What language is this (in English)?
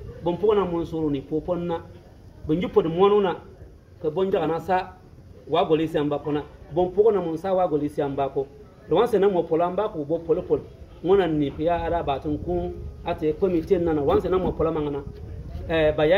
Bimoba